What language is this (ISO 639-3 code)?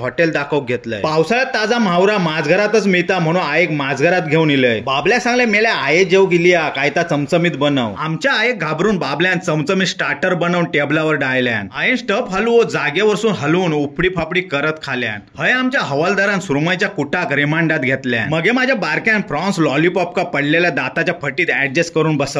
kok